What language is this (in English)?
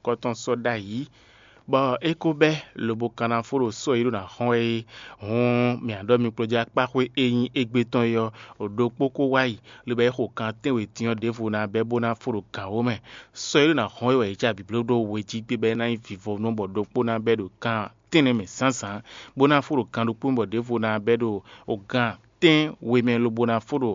Fon